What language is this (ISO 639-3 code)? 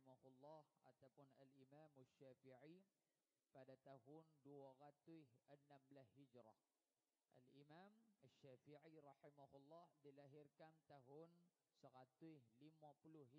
msa